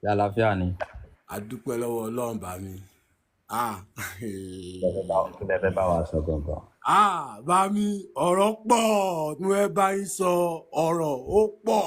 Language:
Yoruba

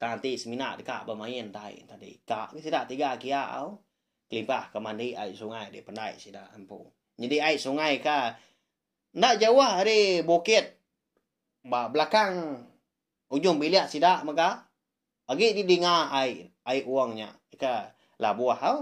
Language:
Iban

